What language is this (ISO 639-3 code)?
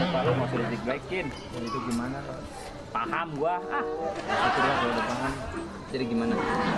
bew